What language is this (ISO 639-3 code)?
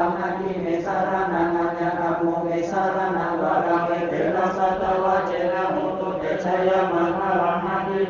pli